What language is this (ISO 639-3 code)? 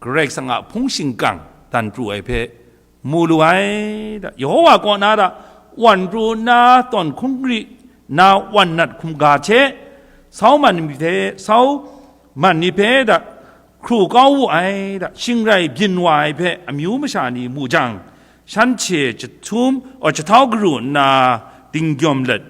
kac